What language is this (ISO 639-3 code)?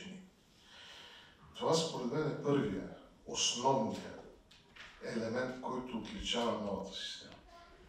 bul